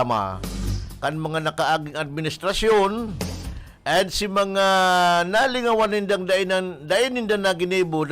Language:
Bikol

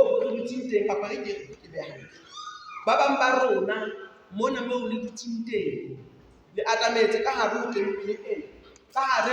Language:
Southern Sotho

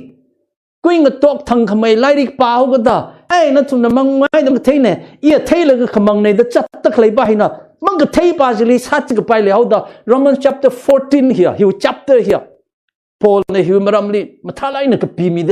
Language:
Tangkhul Naga (India)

